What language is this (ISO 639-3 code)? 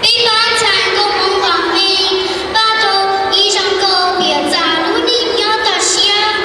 hmn